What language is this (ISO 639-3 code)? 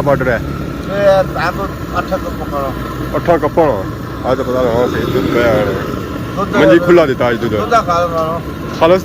phr